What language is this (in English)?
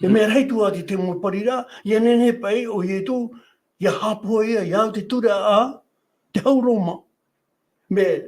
Tahitian